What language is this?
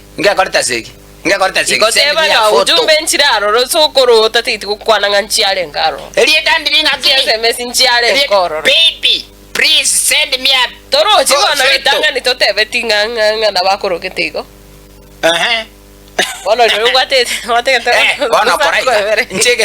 Gusii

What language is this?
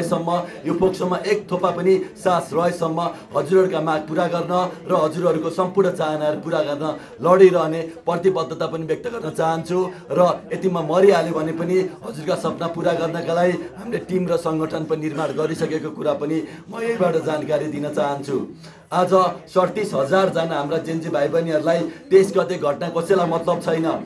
Nepali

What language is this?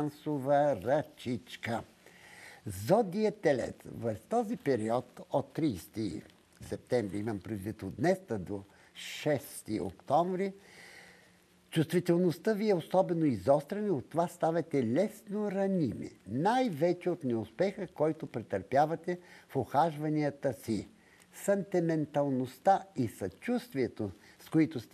Bulgarian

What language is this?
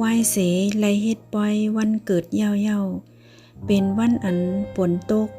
Shan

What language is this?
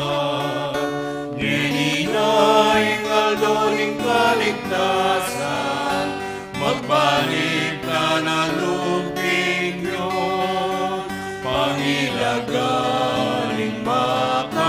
Pampanga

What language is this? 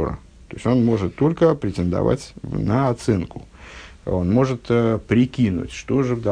Russian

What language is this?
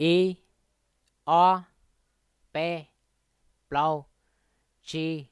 Hmong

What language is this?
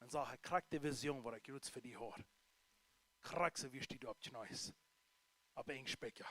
Plautdietsch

